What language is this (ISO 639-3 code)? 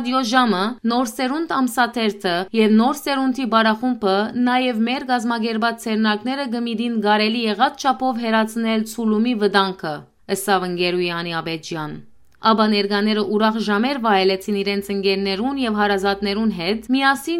hyw